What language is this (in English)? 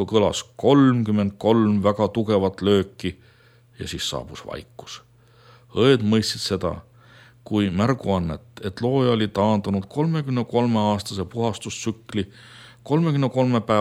Estonian